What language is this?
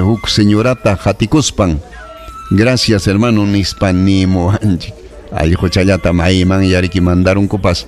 Ayacucho Quechua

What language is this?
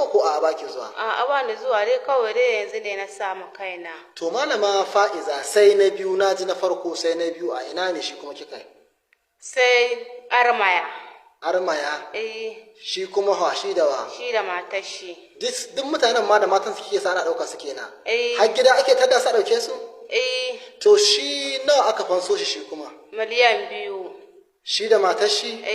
Hausa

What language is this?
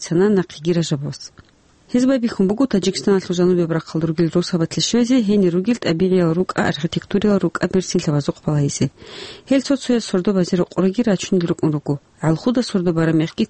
Avaric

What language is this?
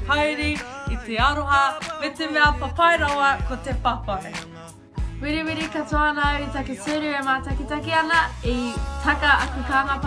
Māori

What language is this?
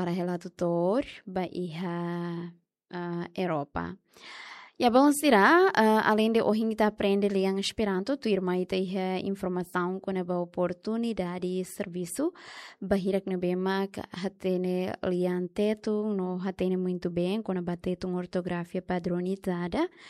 Tetum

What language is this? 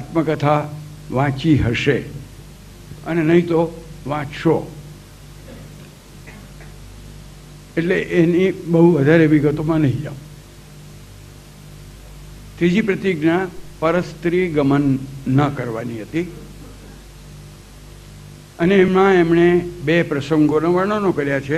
Gujarati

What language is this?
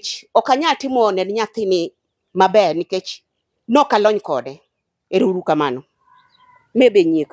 Luo (Kenya and Tanzania)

